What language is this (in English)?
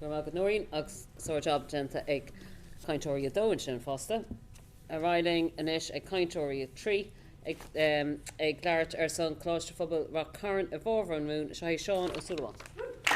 Irish